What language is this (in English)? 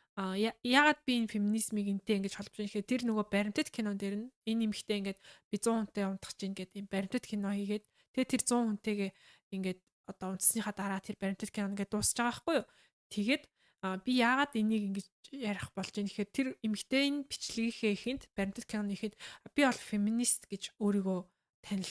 Mongolian